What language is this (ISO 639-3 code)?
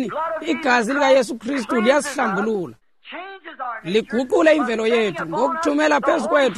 xho